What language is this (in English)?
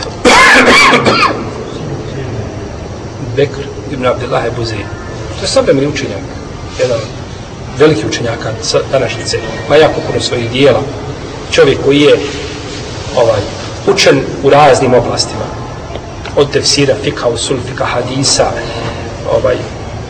Bosnian